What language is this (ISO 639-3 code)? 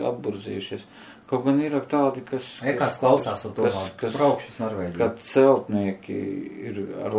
lav